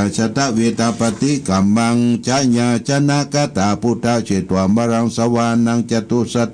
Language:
Pali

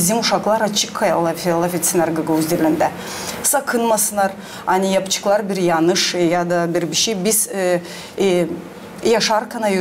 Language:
Gagauz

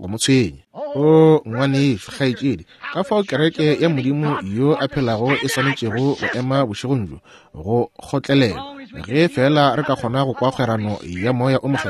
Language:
Northern Sotho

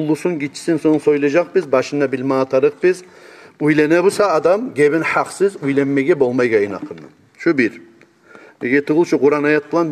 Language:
Kumyk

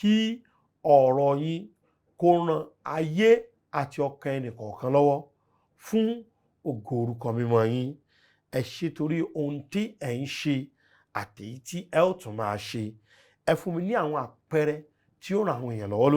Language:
Yoruba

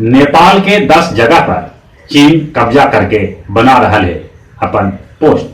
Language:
Magahi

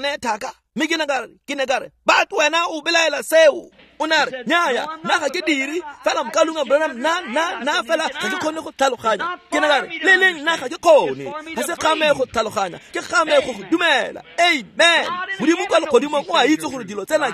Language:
Tswana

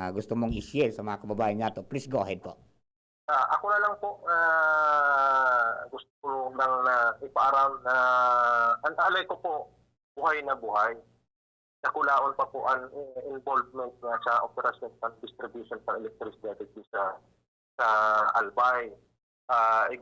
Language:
Bikol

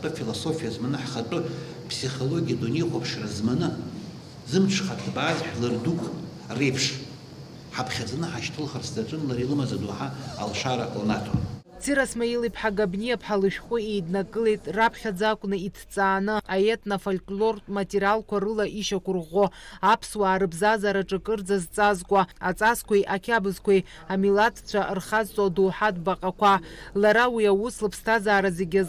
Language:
Abkhazian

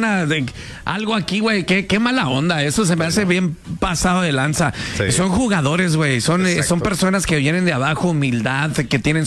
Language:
Spanish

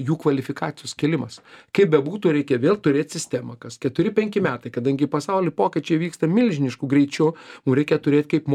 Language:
Lithuanian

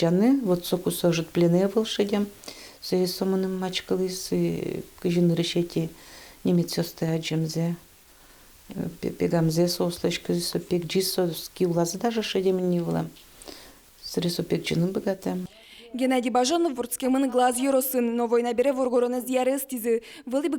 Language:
Udmurt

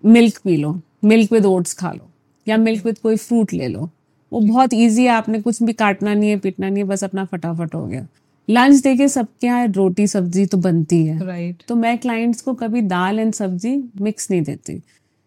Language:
Hindi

